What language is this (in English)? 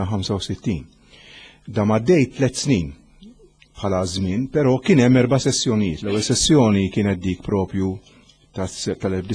Maltese